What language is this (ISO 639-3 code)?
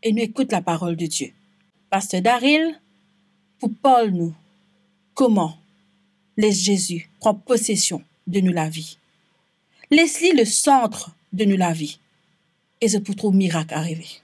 mfe